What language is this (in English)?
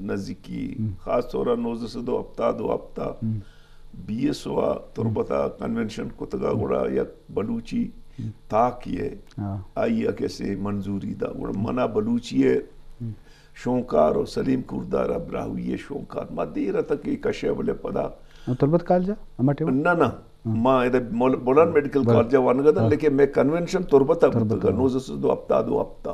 Eastern Balochi